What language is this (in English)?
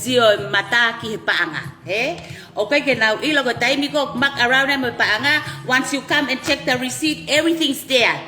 Tongan